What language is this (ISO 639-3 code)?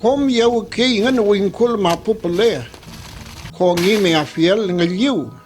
arn